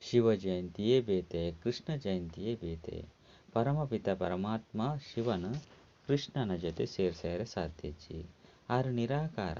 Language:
Tulu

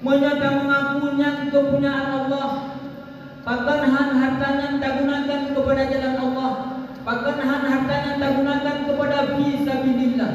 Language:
Achinese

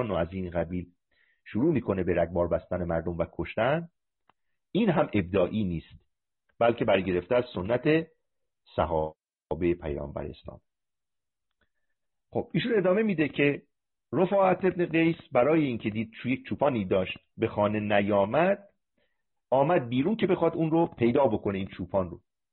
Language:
Persian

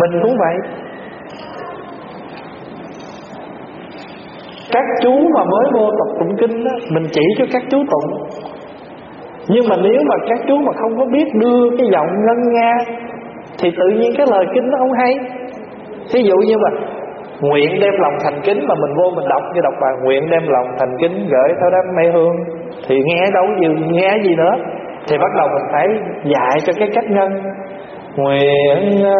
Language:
Vietnamese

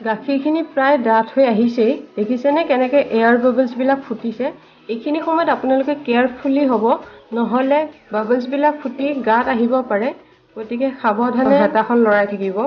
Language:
Assamese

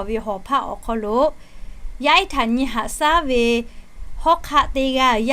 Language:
Lahu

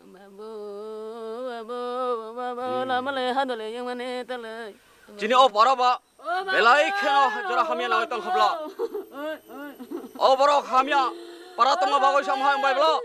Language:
Kok Borok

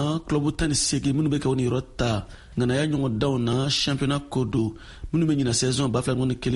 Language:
Bambara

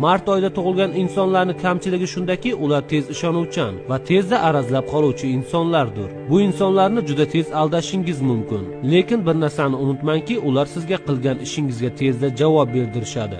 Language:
Uzbek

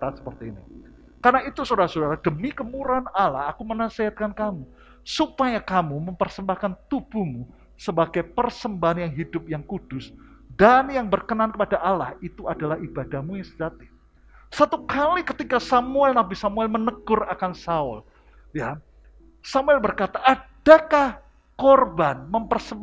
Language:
Indonesian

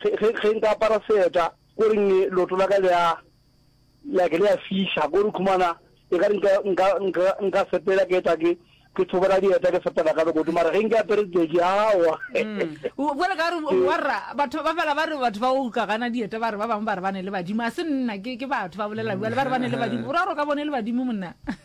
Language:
Northern Sotho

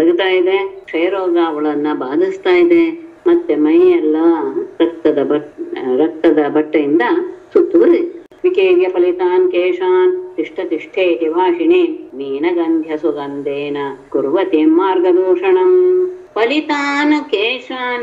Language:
Kannada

